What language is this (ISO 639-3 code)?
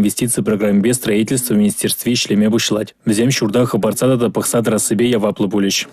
chv